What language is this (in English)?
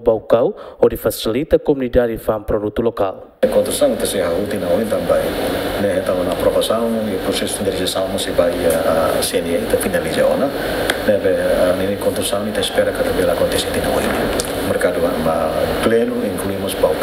Tetum